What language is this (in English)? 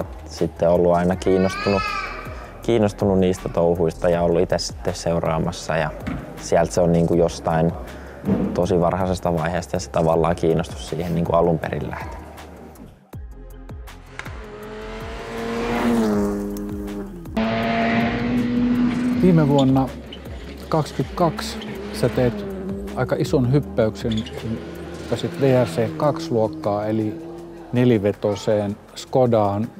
Finnish